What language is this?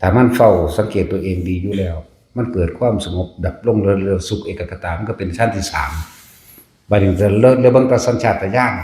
Northeastern Thai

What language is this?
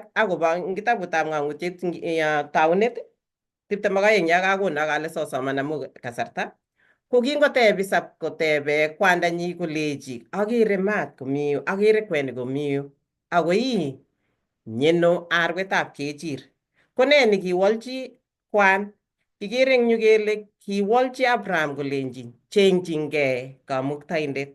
Kalenjin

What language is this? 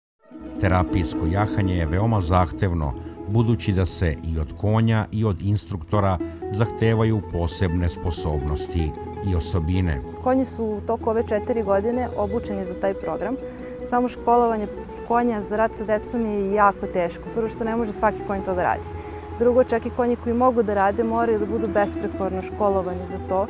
Serbian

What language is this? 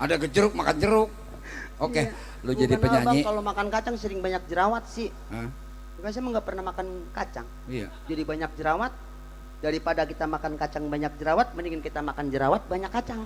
Betawi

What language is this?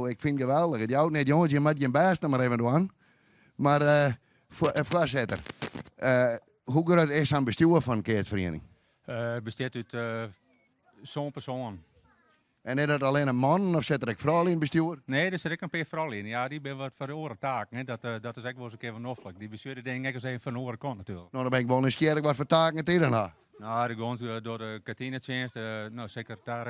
Western Frisian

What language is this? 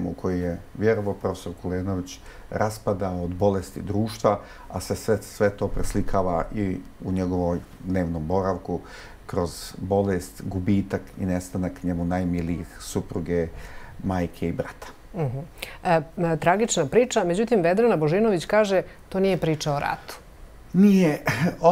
Bosnian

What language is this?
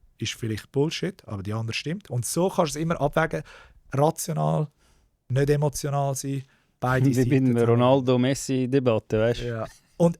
Swiss German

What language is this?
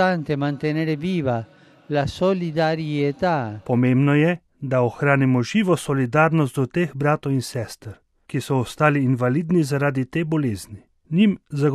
Slovenian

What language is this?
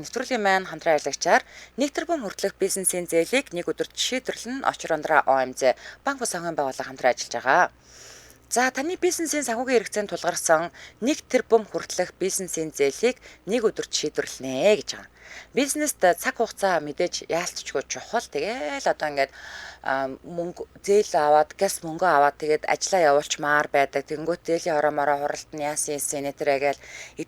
Mongolian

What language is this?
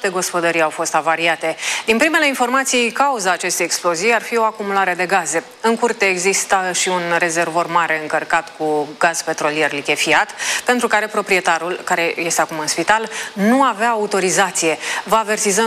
Romanian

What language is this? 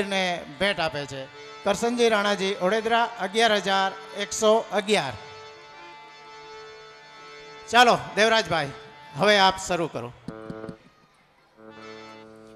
Gujarati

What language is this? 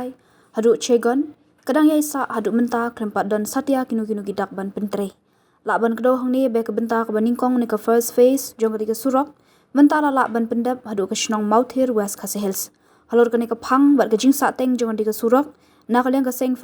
Khasi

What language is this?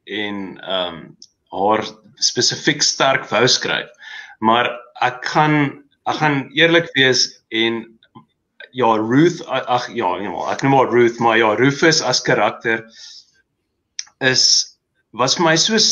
Afrikaans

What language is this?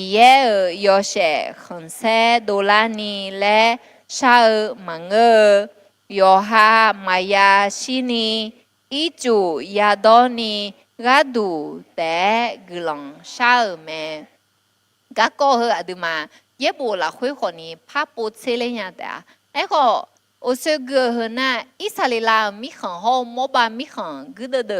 Akha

